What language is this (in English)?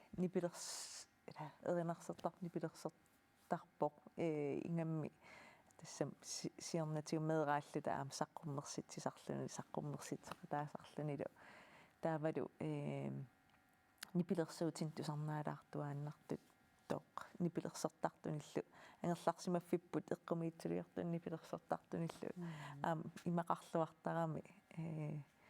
Kalaallisut